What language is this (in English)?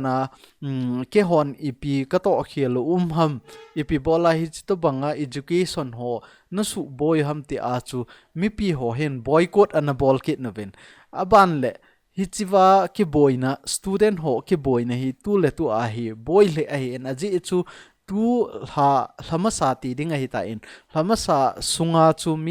Thado Chin